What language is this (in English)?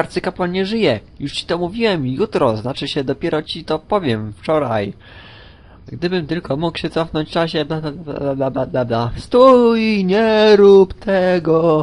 Polish